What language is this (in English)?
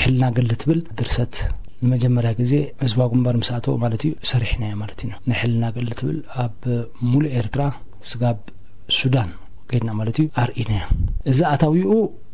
Tigrinya